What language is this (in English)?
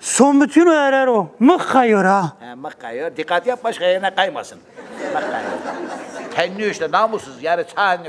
Zaza